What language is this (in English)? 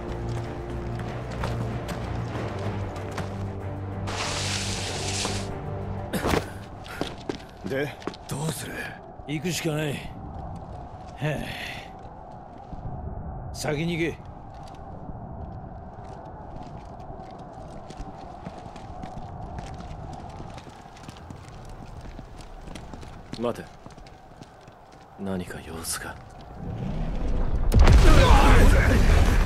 Japanese